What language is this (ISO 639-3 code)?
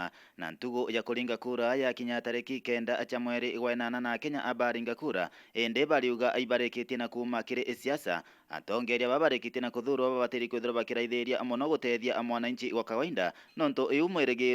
mer